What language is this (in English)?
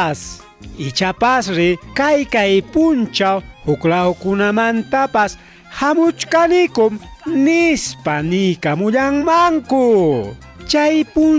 Ayacucho Quechua